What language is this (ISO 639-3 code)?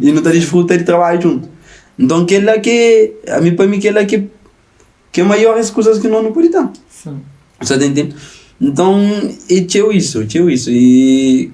kea